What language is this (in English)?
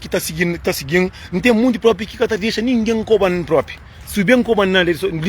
Kabuverdianu